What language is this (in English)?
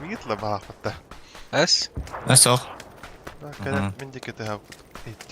Yakut